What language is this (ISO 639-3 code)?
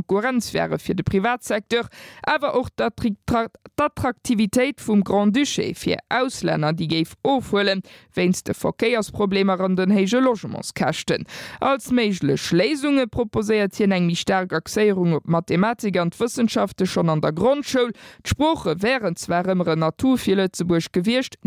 ltz